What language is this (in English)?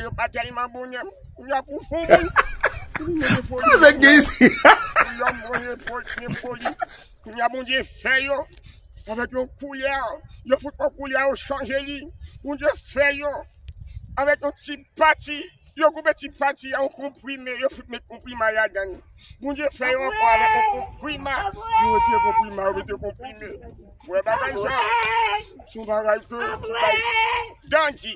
Haitian Creole